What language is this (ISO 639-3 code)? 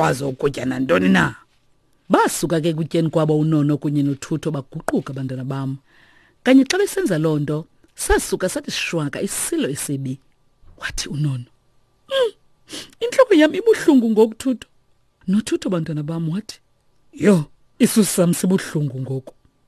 xho